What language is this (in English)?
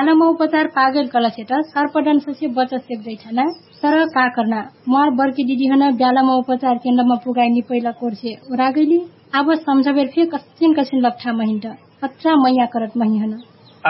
Dangaura Tharu